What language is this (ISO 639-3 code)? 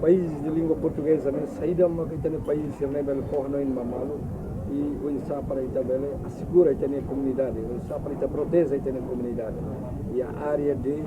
tet